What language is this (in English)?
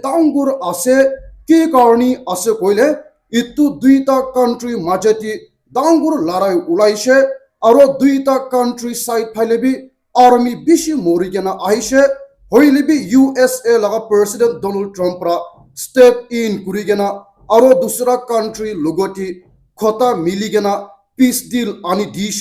Naga Pidgin